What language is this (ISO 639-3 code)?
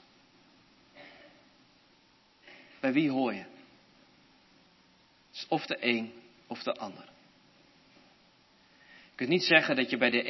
nld